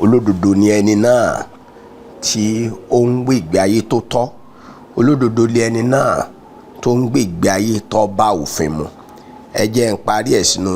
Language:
Yoruba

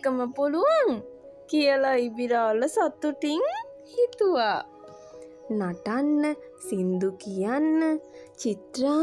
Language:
Sinhala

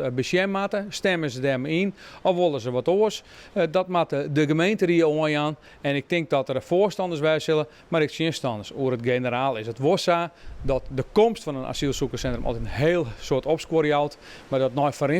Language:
Western Frisian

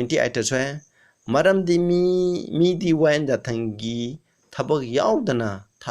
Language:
Manipuri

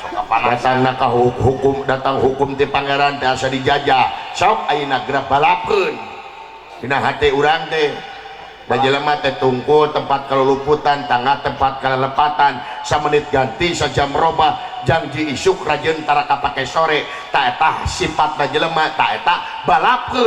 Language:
Sundanese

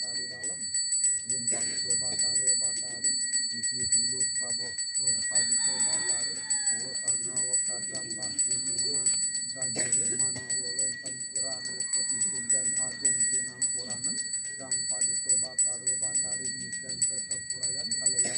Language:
Balinese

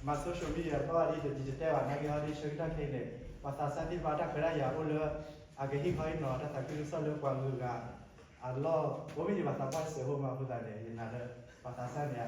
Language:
S'gaw Karen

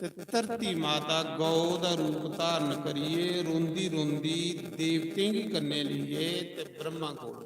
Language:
Dogri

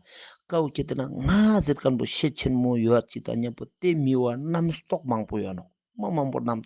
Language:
Ladakhi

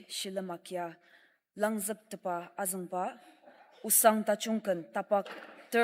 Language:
Ao Naga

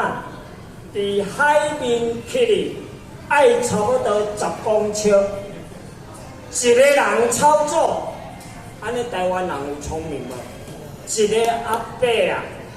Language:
Min Nan Chinese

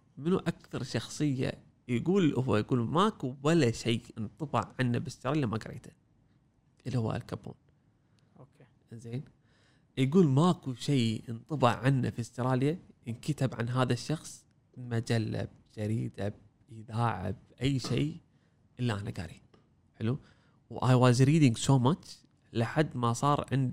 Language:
Gulf Arabic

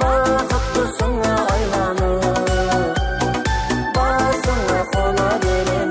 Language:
Kara-Kalpak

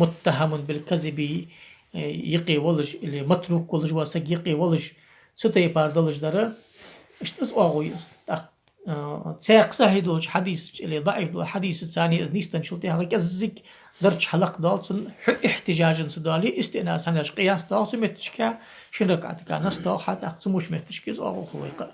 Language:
Ingush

